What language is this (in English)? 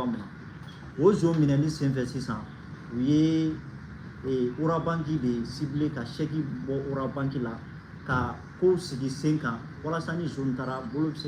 Bambara